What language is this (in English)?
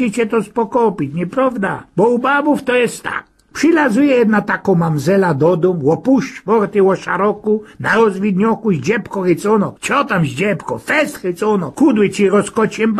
Silesian